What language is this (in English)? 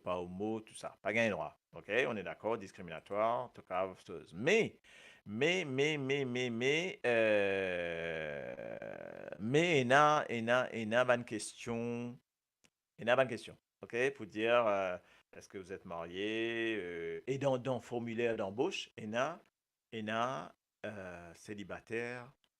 Morisyen